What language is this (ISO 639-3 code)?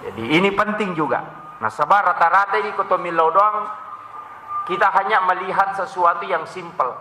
bug